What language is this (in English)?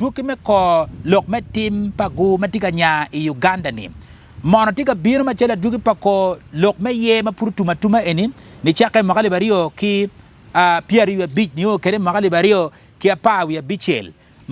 Acoli